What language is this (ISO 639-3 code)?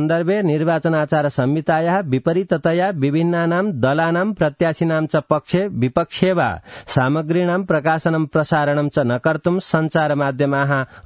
san